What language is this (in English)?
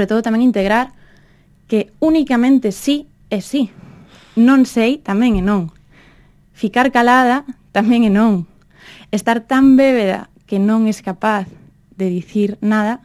Galician